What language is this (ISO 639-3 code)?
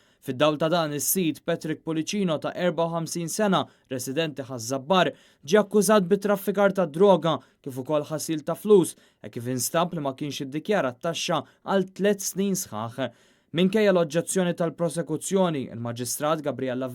mlt